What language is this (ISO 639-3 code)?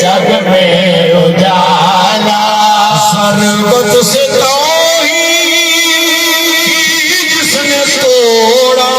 skr